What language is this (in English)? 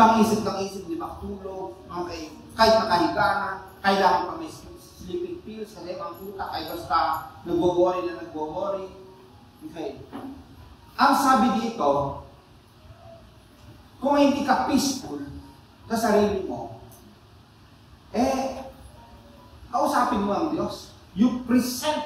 Filipino